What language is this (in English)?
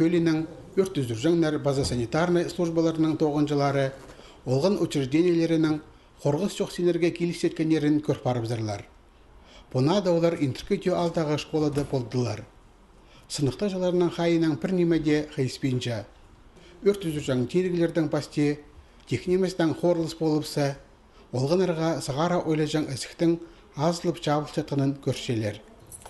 Khakas